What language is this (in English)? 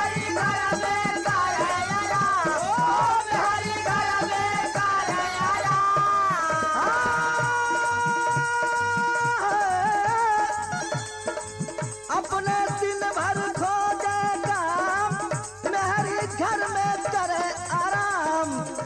Bhojpuri